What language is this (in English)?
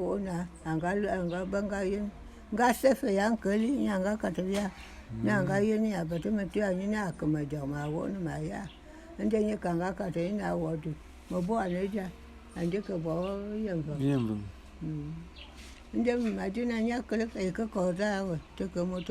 Bulu